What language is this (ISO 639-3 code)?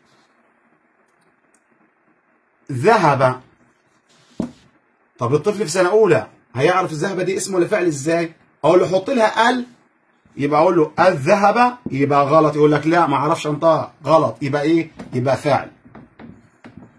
arz